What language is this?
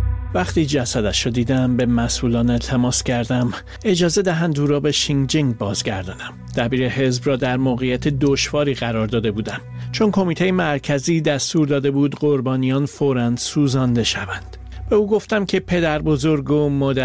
Persian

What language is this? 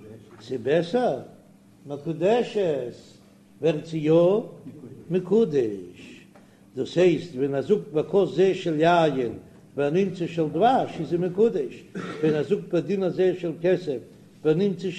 Yiddish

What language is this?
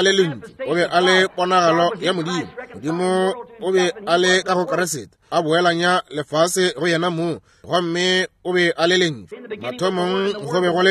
Northern Sotho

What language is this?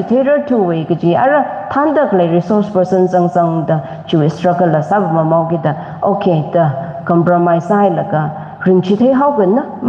Tangkhul Naga (India)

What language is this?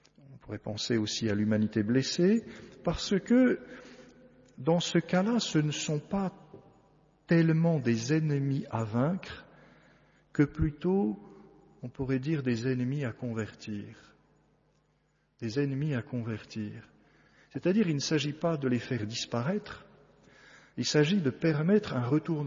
French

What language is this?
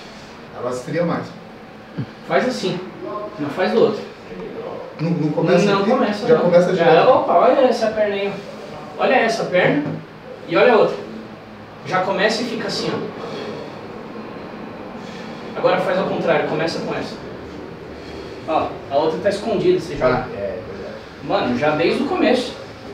Portuguese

